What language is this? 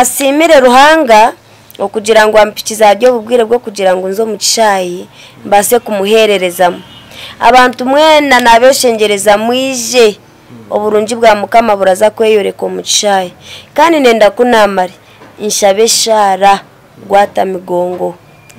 Nyankole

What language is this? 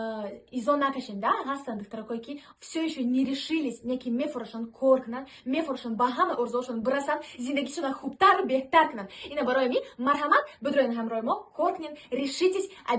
Tajik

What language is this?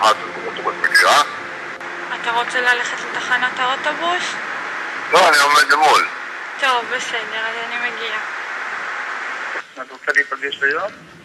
Hebrew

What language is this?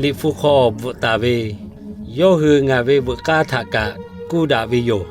Lahu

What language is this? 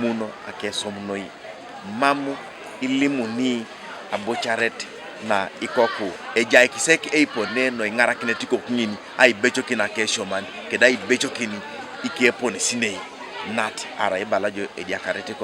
Teso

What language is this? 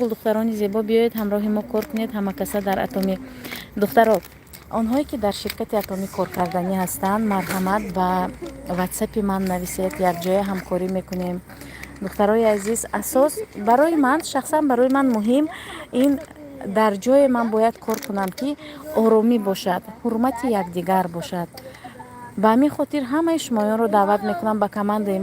Tajik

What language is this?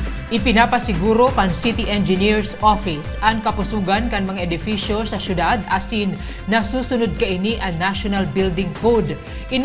Bikol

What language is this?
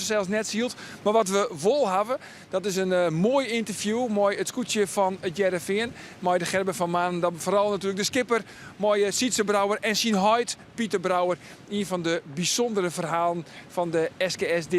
Western Frisian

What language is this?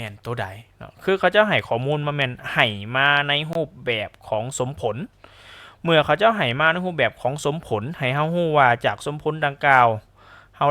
Lao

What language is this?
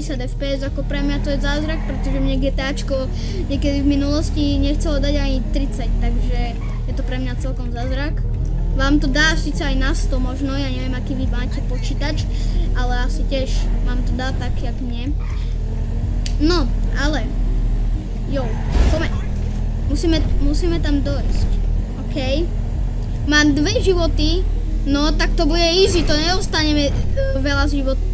Slovak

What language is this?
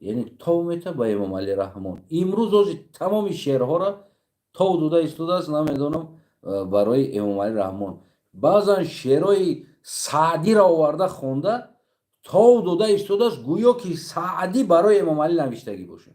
Tajik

